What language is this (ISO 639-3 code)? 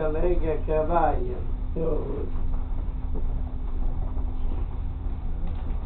swe